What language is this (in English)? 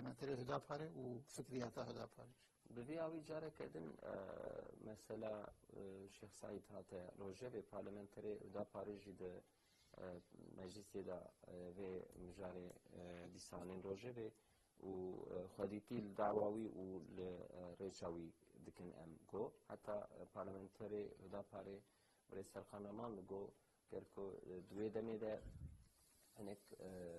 Kurdish